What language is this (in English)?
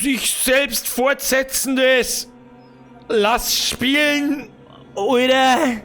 Bavarian